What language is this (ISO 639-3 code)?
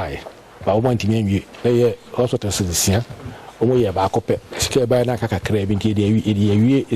aka